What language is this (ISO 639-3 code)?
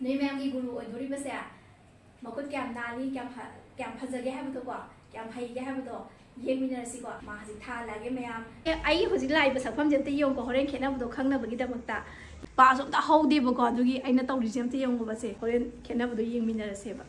mni